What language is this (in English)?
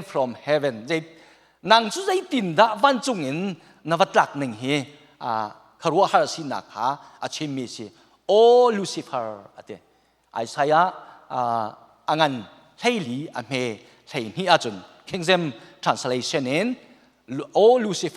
Hakha Chin